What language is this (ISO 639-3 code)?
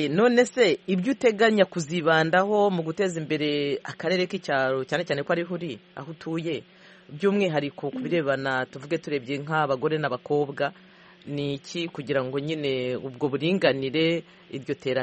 kin